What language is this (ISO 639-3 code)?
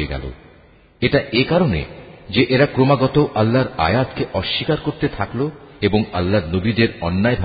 ben